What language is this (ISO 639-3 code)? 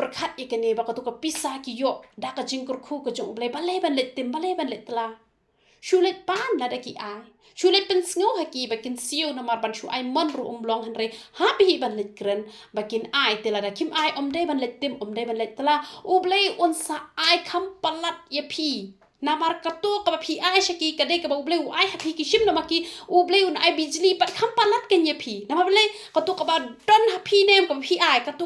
kha